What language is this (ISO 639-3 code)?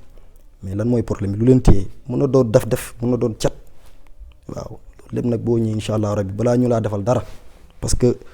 wol